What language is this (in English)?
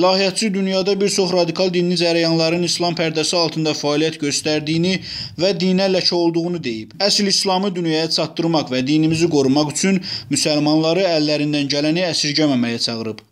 Azerbaijani